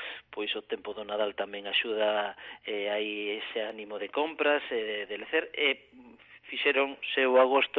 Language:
Galician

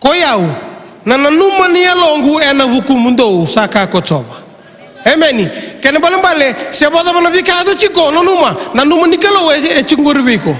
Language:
Fijian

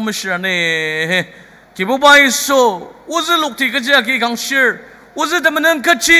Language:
Ao Naga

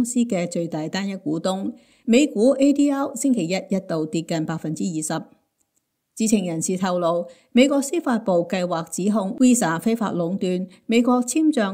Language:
Cantonese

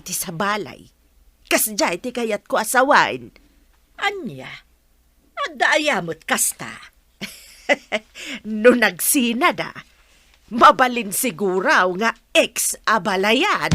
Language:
Iloko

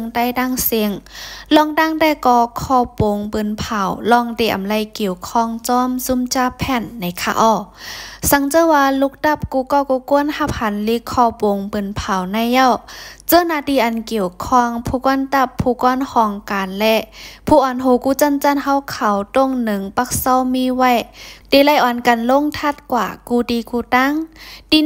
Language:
Shan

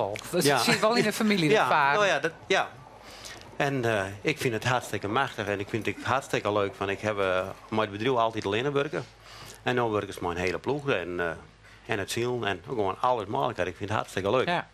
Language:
Western Frisian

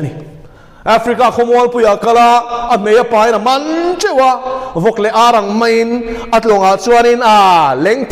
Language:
Mizo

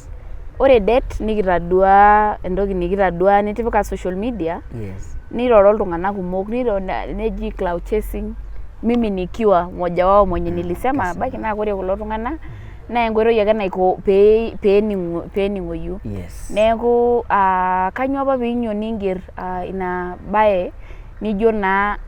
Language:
Masai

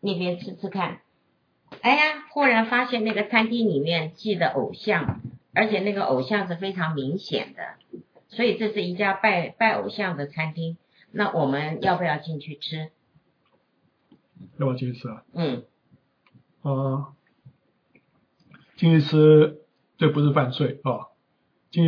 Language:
Chinese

